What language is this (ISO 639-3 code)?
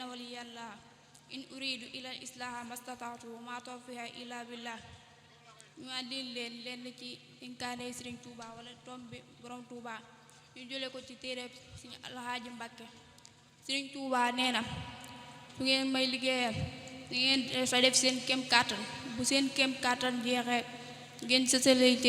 wol